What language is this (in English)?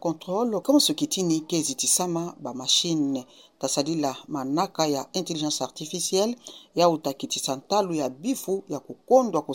Kituba (Democratic Republic of Congo)